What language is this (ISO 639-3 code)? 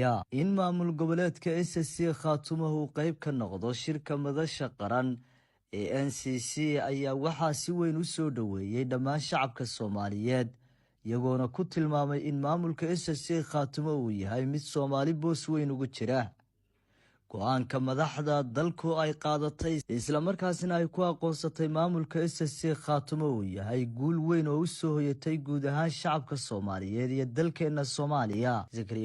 som